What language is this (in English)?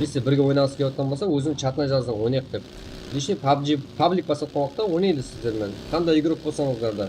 Kara-Kalpak